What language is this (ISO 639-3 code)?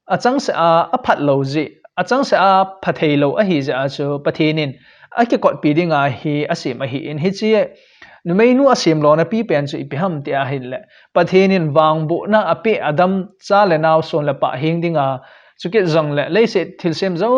tcz